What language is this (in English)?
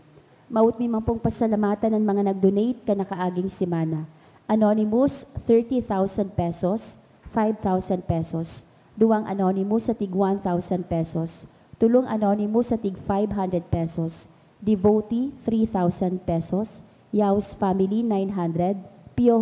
Bikol